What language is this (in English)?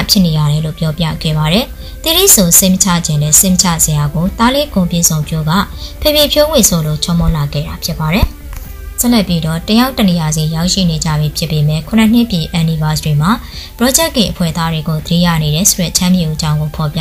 Burmese